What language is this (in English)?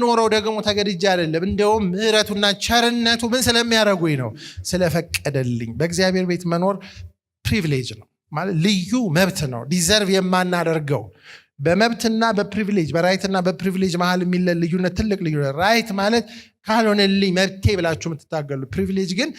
Amharic